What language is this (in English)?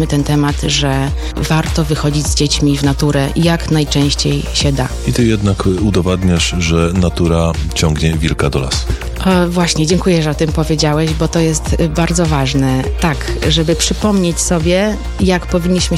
Polish